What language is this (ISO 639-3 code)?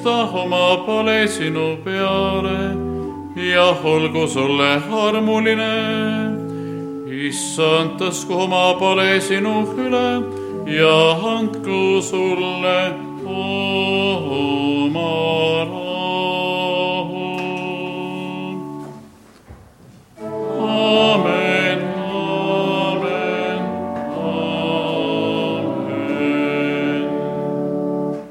est